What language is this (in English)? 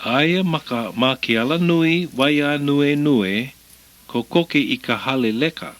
Hawaiian